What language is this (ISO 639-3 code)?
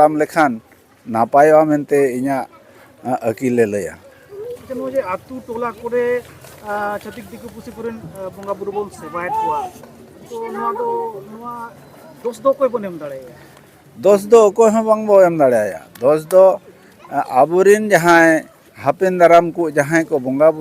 sat